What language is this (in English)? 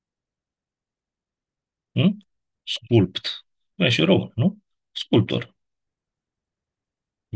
Romanian